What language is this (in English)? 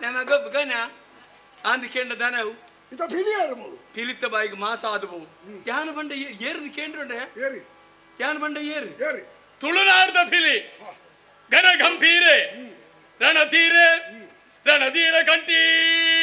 Tulu